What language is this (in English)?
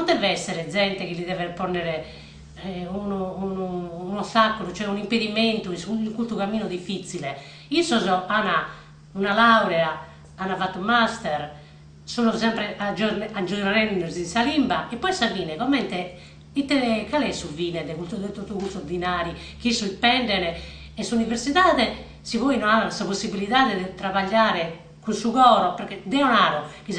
Sardinian